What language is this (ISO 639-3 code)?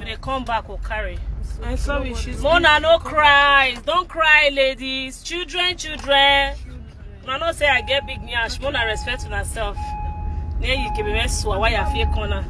pcm